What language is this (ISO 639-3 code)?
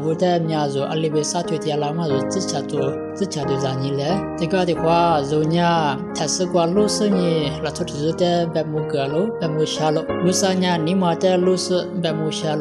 lis